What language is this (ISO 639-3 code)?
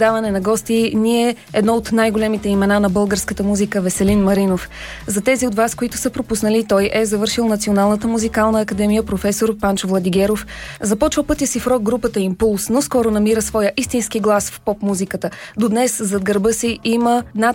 bul